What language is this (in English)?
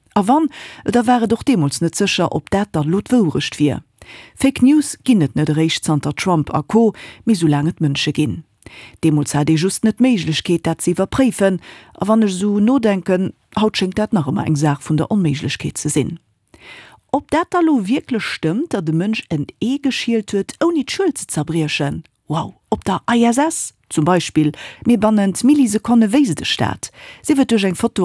Luxembourgish